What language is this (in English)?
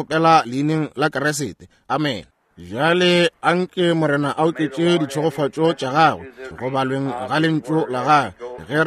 Northern Sotho